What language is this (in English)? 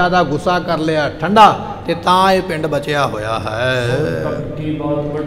Punjabi